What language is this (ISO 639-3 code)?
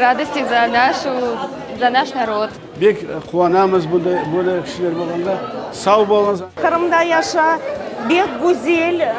crh